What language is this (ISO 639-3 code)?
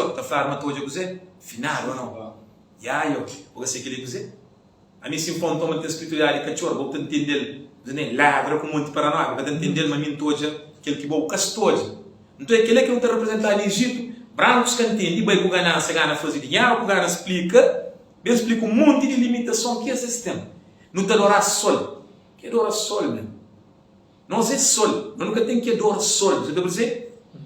kea